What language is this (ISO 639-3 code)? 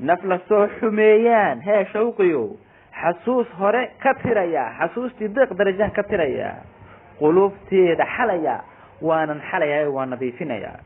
som